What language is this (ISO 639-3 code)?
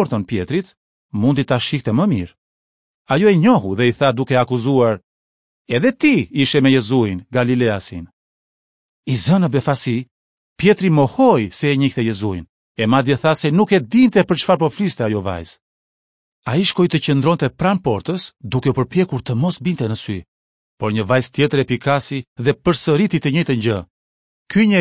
sqi